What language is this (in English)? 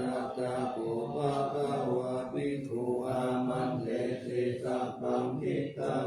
Pali